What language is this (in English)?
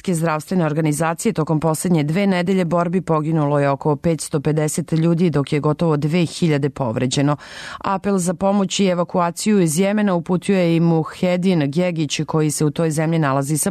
Serbian